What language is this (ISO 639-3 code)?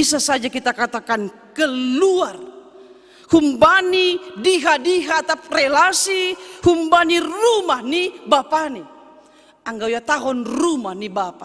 bts